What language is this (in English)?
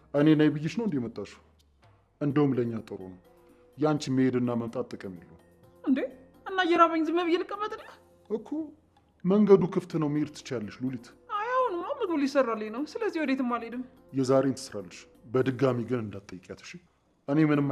Amharic